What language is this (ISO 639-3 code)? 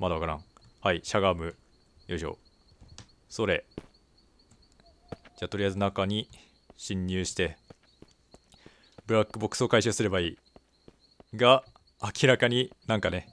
jpn